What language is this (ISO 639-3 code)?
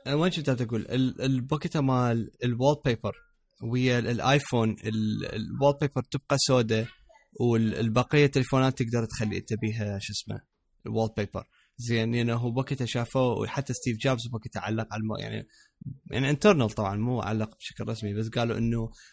acm